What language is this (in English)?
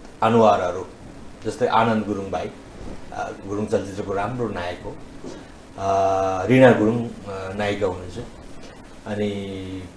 Nepali